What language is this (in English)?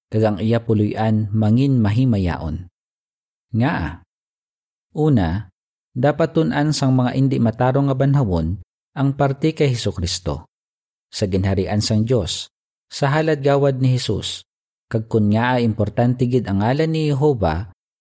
Hiligaynon